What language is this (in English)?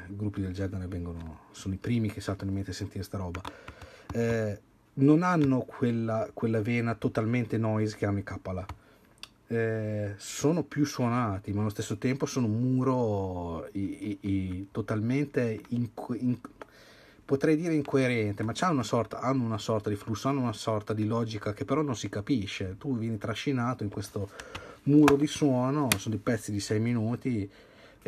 Italian